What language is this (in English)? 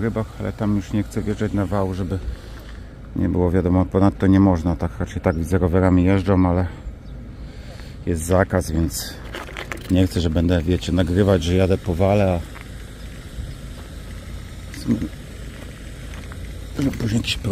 Polish